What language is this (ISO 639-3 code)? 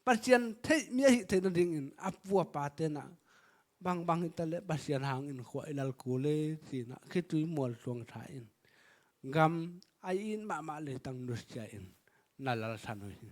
ctd